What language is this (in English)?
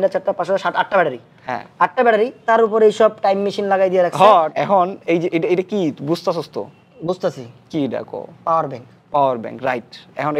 Bangla